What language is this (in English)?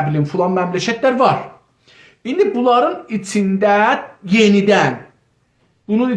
South Azerbaijani